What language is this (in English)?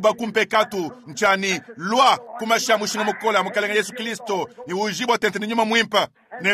Luba-Lulua